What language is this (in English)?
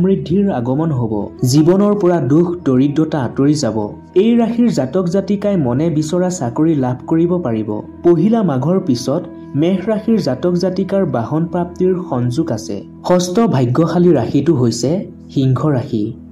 Assamese